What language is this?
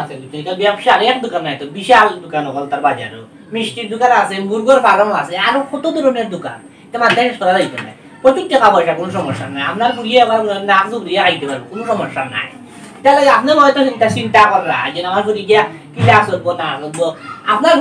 Sylheti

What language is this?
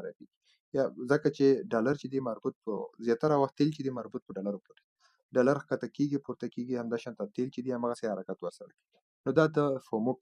Pashto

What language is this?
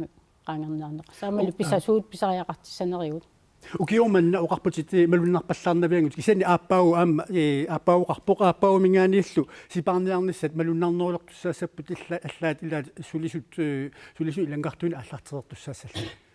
Kalaallisut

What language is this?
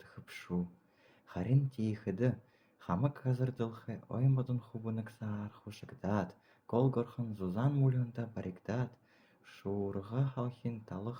Buriat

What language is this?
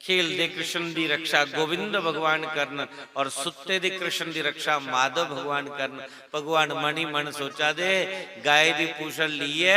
Dogri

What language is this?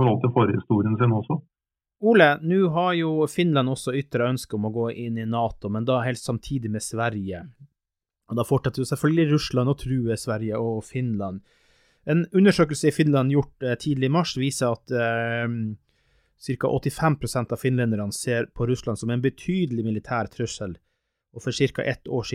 Norwegian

